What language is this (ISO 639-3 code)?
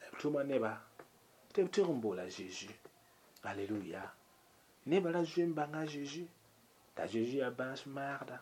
mos